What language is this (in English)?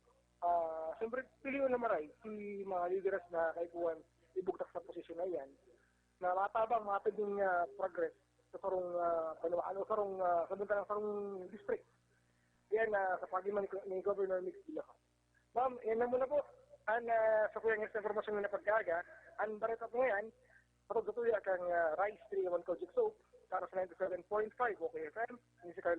Bikol